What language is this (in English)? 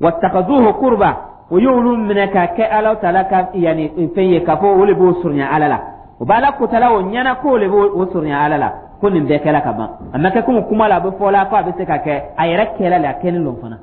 Dyula